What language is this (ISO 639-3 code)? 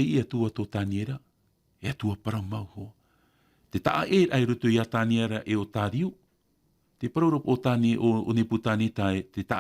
tah